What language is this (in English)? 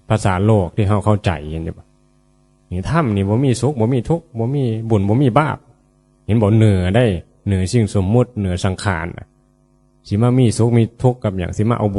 Northeastern Thai